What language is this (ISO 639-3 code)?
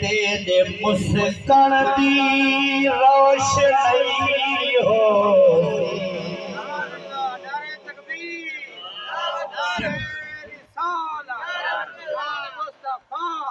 skr